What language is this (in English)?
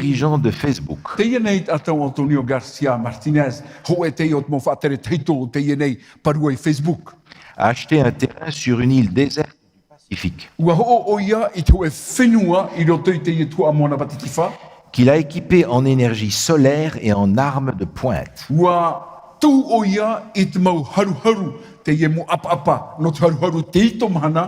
Tahitian